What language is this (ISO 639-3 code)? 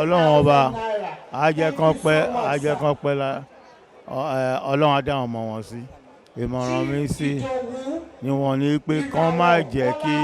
yor